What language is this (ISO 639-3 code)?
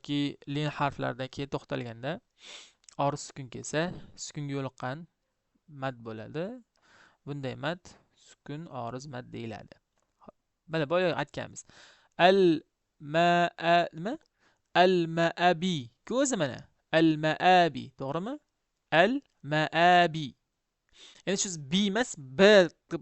uzb